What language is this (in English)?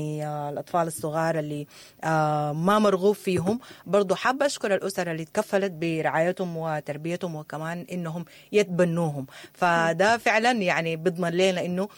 Sudanese Arabic